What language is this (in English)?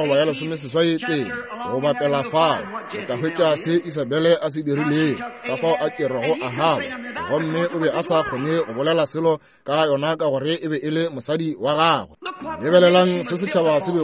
Northern Sotho